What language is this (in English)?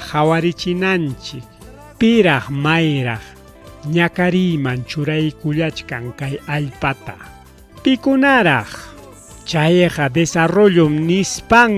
Ayacucho Quechua